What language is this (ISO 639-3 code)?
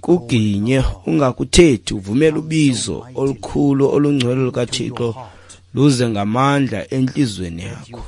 xho